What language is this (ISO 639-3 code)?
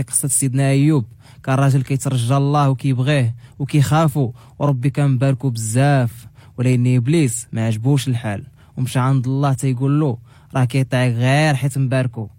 ary